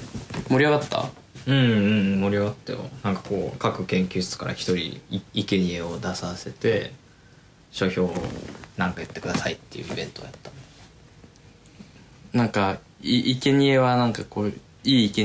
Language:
Japanese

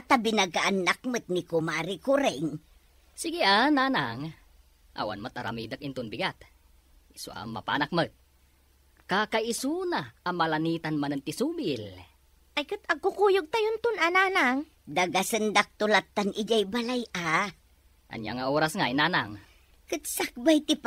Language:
Iloko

